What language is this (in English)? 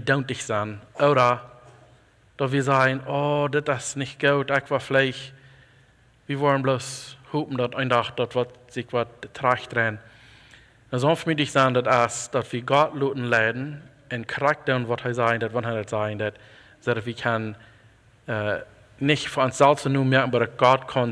Plautdietsch